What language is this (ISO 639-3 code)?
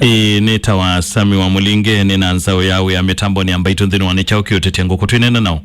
kam